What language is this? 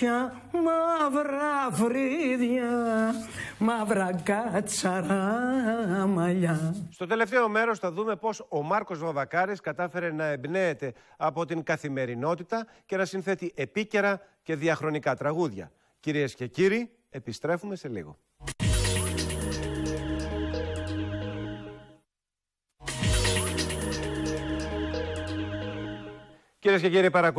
Greek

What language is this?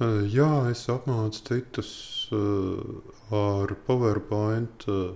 Latvian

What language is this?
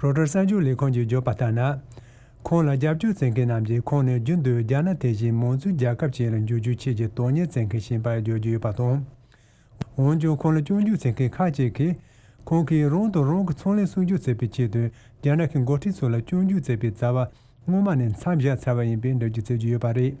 Tibetan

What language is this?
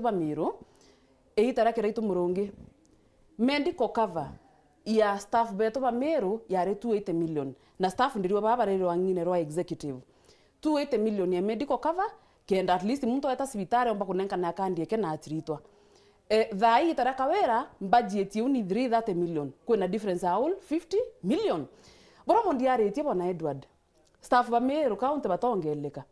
Meru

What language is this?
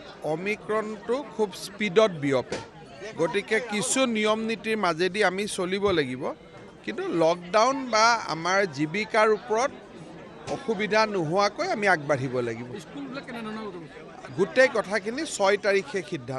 Assamese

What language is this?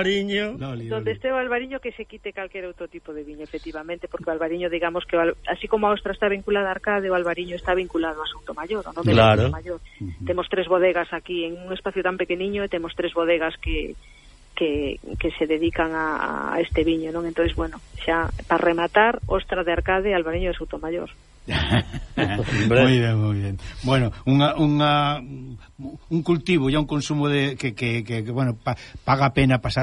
Galician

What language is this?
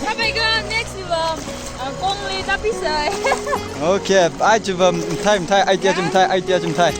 Tangkhul Naga (India)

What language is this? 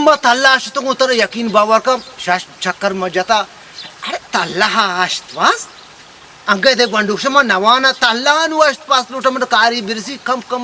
Baluchi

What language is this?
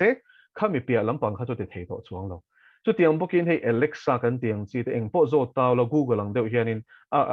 Mizo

